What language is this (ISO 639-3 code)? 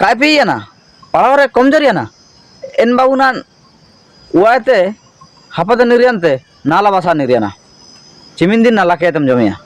hoc